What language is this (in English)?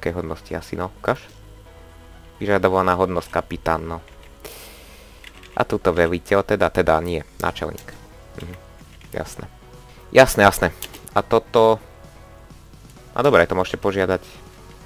Slovak